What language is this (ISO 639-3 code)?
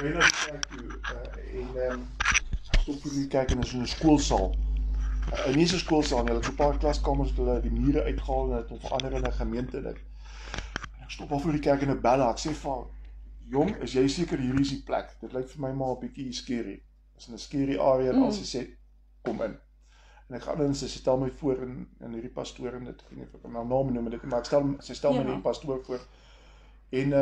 afr